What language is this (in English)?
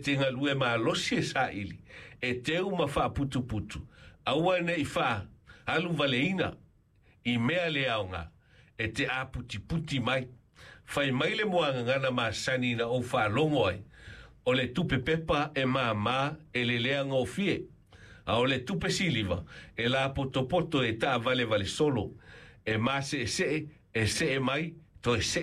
Samoan